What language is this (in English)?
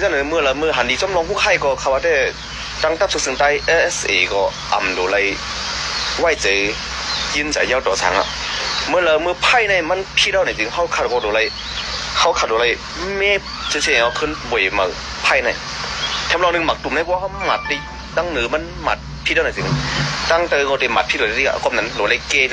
Shan